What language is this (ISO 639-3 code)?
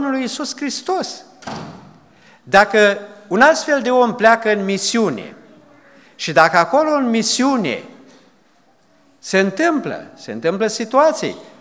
ron